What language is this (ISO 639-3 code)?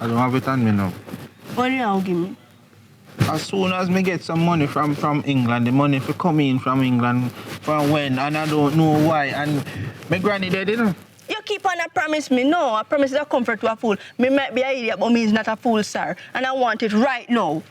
jam